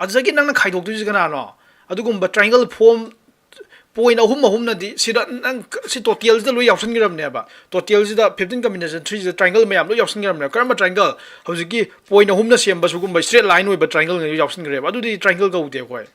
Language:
Manipuri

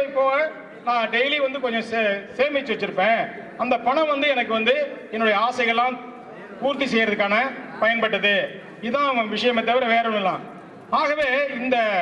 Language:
Tamil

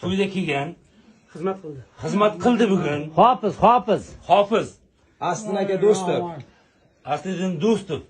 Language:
Uzbek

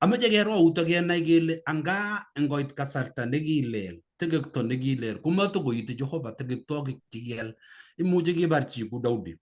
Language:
Kalenjin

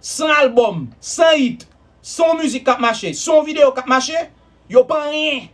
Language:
Haitian Creole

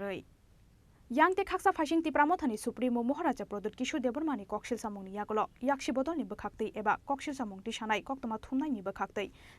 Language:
Kok Borok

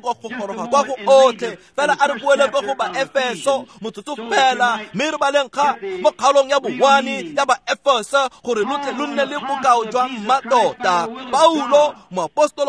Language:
Tswana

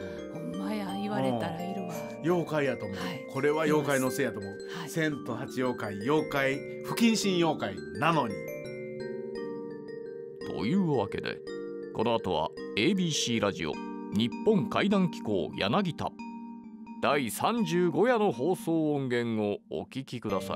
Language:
Japanese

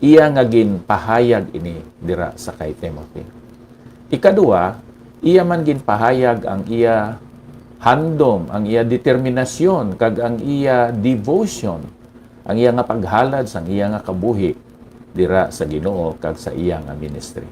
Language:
Hiligaynon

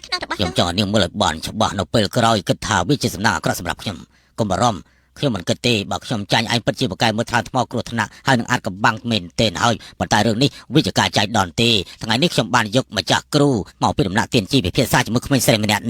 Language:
Khmer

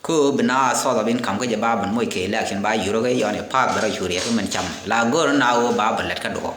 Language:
Nuer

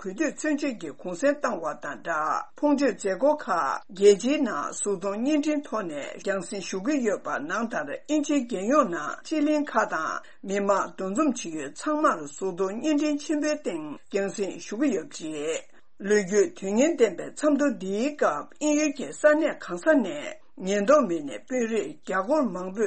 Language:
Tibetan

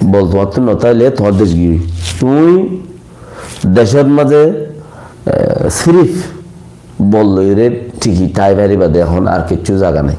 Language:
Rohingya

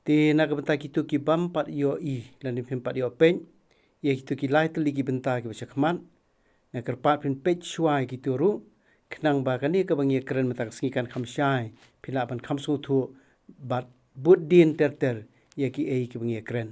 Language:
Khasi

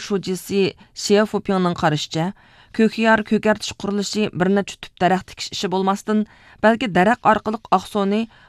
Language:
Uyghur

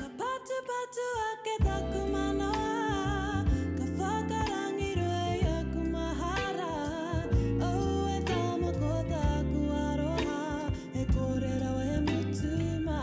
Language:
Māori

